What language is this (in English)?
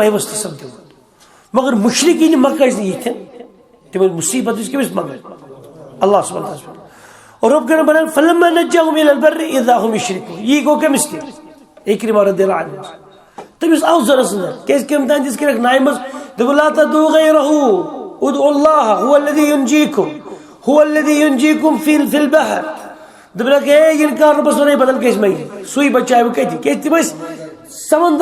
Kashmiri